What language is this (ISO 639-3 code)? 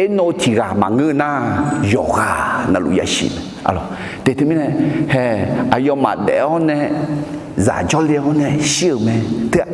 ahk